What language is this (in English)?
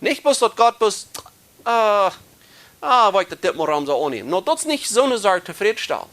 Plautdietsch